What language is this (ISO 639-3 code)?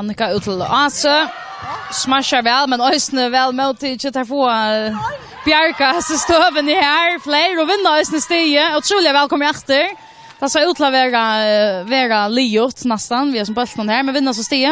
fao